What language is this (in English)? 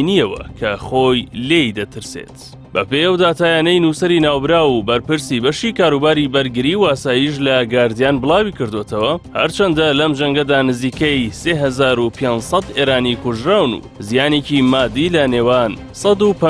Central Kurdish